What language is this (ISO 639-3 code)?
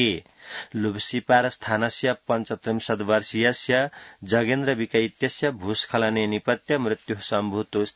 san